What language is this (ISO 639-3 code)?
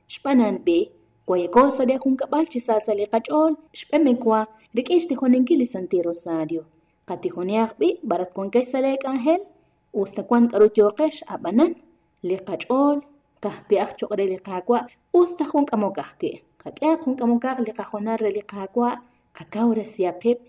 kek